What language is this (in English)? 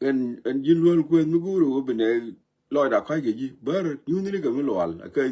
Nuer